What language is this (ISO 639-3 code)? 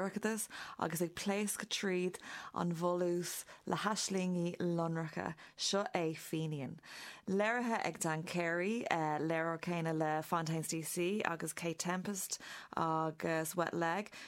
gle